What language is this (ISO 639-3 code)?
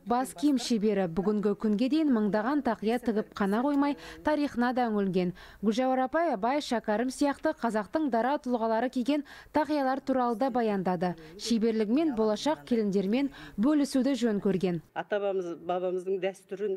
kaz